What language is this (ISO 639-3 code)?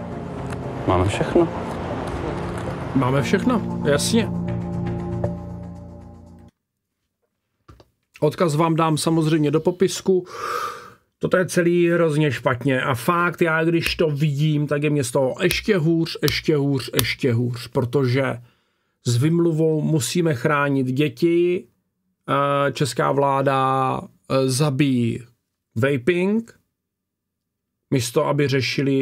ces